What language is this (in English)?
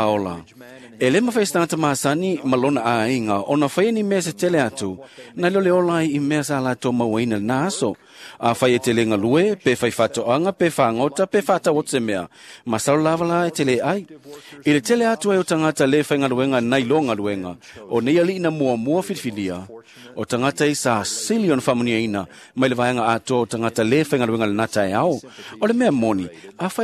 Samoan